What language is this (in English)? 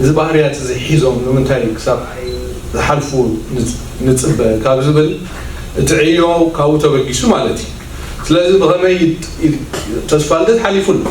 Tigrinya